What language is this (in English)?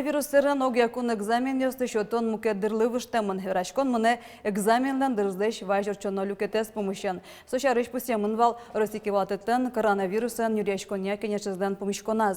Udmurt